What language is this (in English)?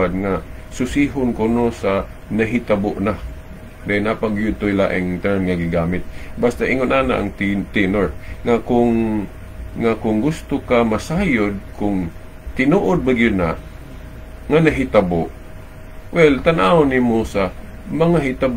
Cebuano